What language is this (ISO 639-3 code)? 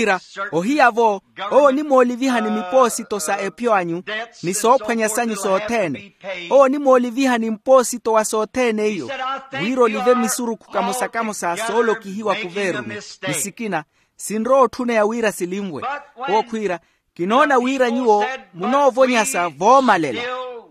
vmw